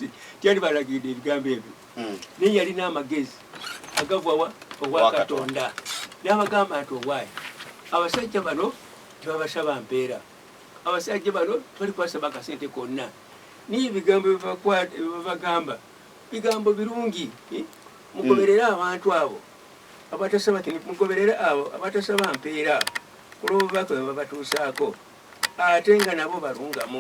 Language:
Ganda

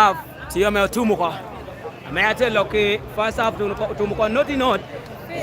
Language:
Lango (Uganda)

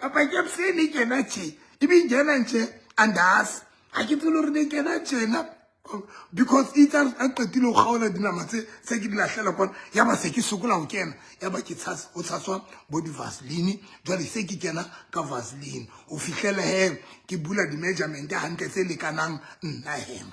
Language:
Southern Sotho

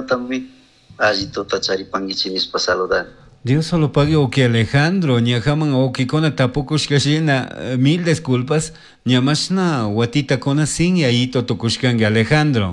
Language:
Chimborazo Highland Quichua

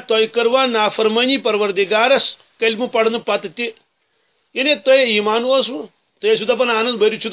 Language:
Kashmiri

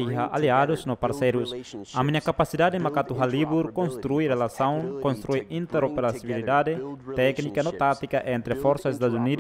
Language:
Tetum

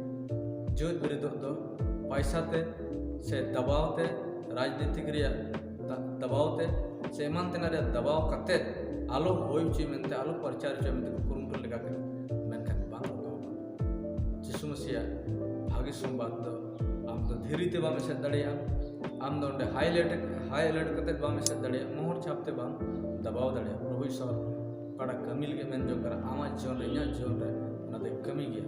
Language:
Santali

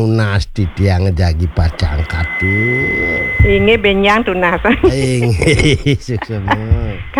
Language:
Balinese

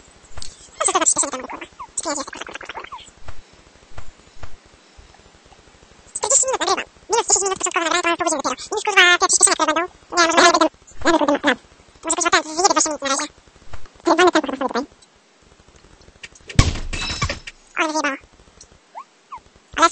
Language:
Polish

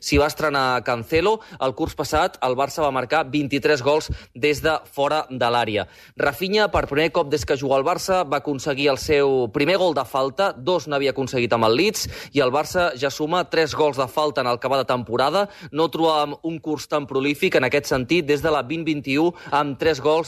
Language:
Catalan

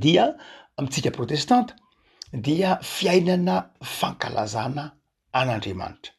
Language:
Malagasy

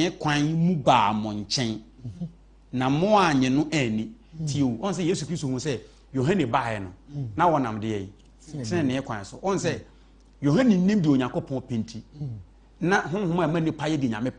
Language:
Akan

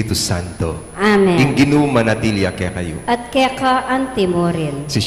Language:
Pampanga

